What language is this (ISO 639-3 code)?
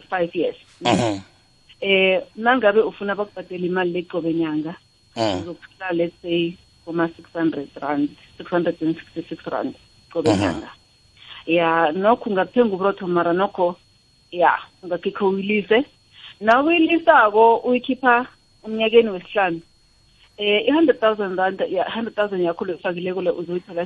nbl